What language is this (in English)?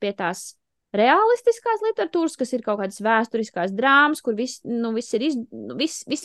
Latvian